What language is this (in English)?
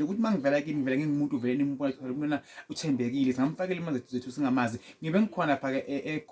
Zulu